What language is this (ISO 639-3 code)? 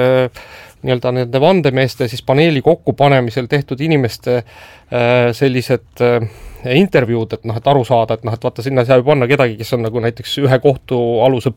est